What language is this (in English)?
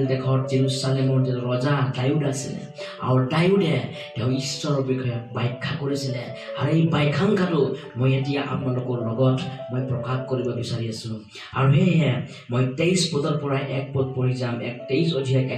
Assamese